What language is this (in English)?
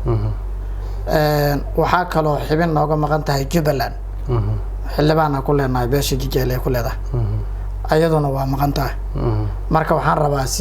Somali